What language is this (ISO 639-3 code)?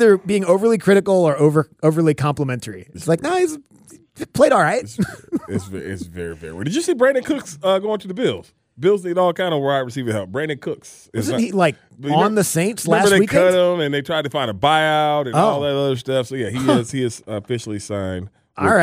eng